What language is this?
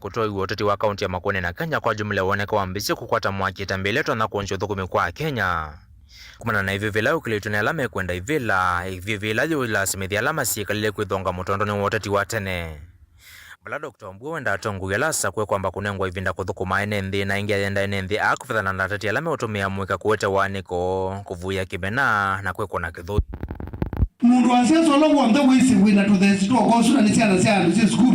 Kamba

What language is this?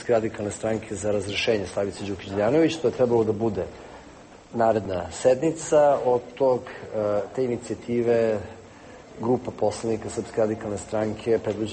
Serbian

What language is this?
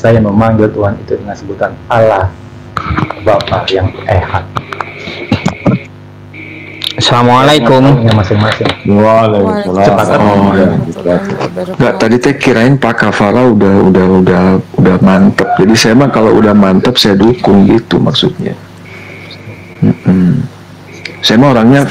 Indonesian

